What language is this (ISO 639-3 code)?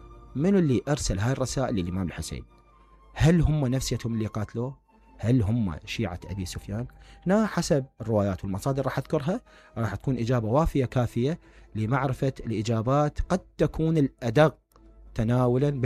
acm